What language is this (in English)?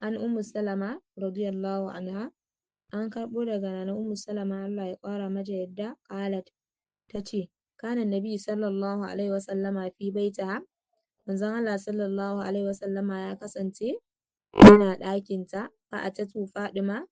Hausa